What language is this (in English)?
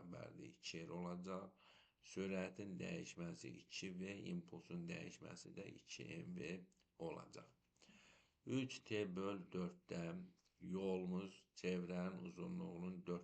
Azerbaijani